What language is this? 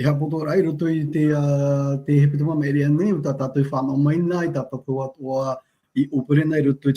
Tahitian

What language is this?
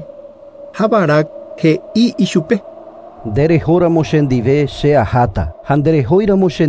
Guarani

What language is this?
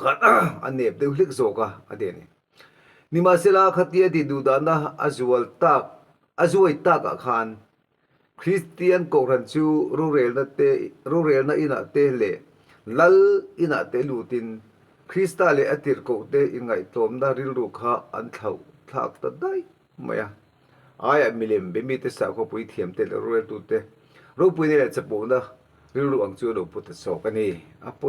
Mizo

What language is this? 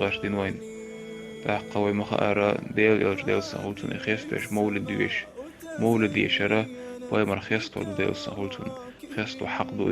Chechen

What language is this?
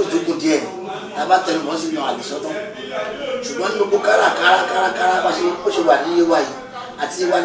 Yoruba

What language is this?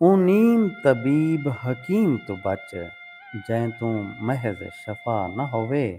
Saraiki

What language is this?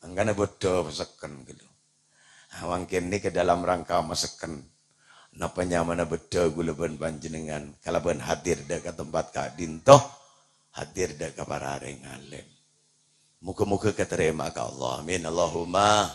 Madurese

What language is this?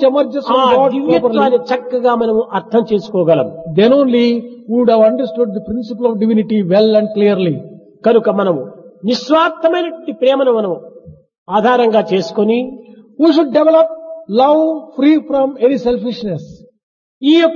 Telugu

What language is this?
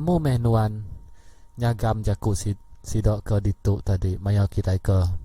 Iban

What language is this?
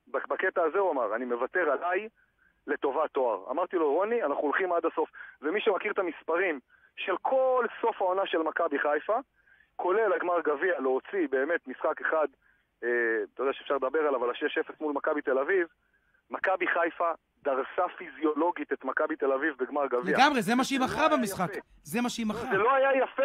Hebrew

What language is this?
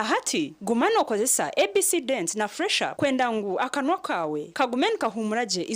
Nyankole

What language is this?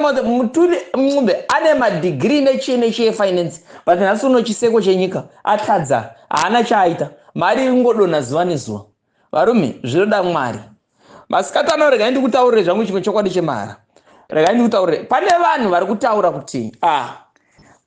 Shona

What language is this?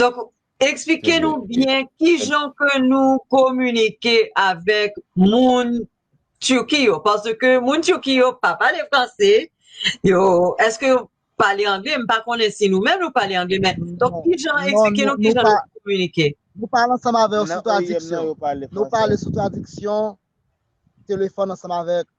Haitian Creole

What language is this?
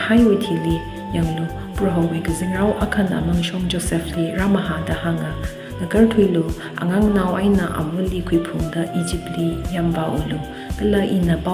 Tangkhul Naga (India)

